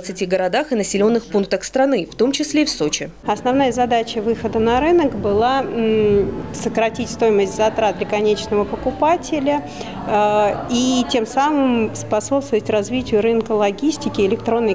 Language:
Russian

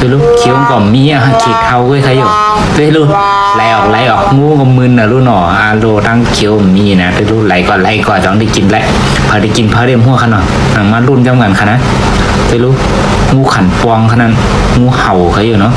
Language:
Shan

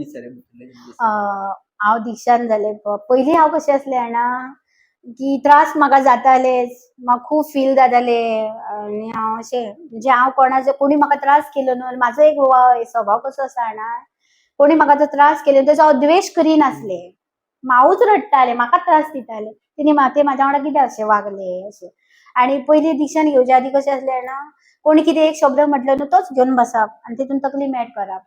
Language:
Konkani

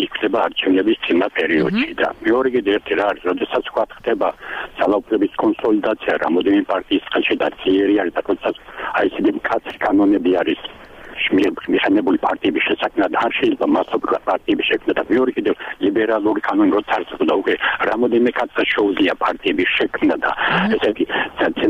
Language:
Georgian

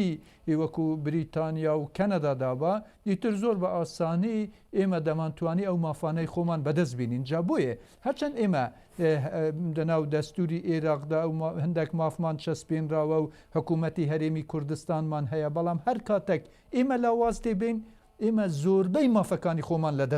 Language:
Central Kurdish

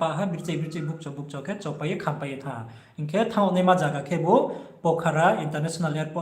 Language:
Riang (India)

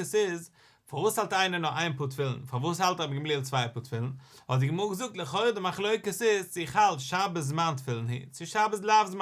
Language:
Yiddish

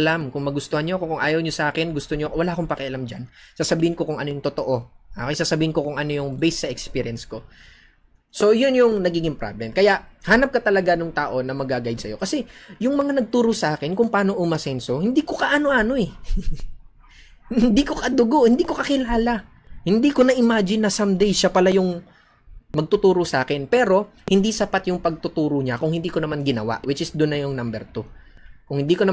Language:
Filipino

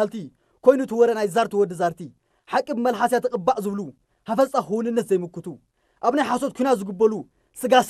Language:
Tigrinya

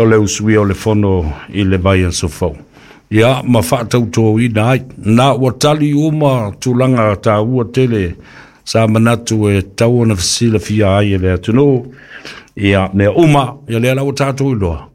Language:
Samoan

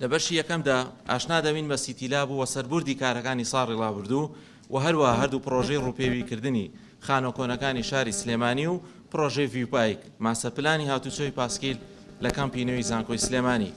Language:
Central Kurdish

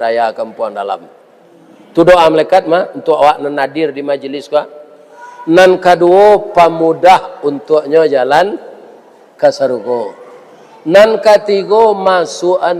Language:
Minangkabau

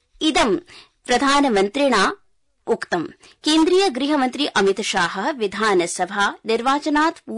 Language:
Sanskrit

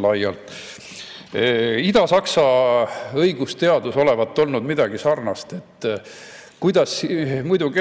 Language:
Estonian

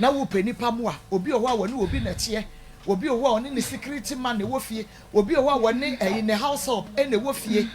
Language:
Akan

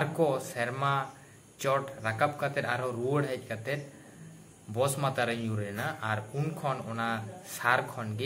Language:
Santali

